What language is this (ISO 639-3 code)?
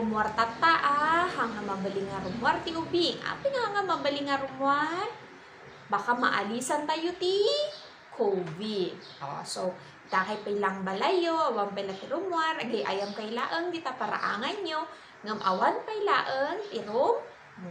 ilo